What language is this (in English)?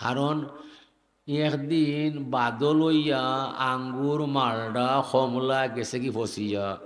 Sylheti